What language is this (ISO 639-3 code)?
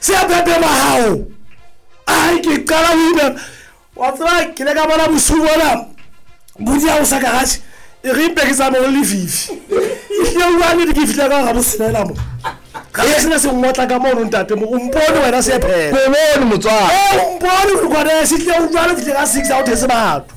sot